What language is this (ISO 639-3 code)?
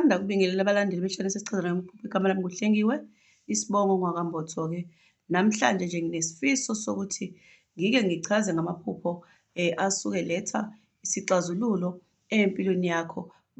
zul